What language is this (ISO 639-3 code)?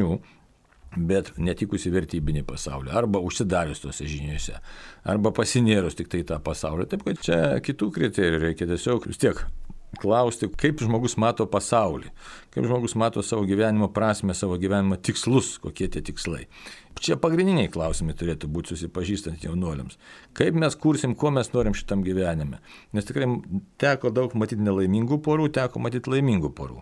lit